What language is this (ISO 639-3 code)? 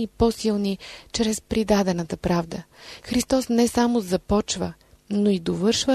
bul